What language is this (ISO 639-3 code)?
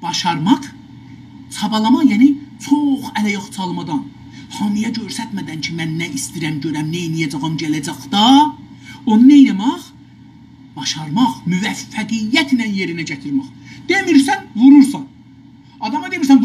azb